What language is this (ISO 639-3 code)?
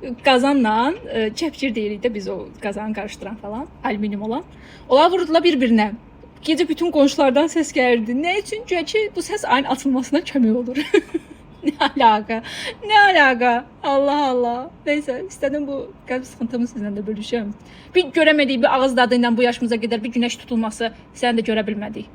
aze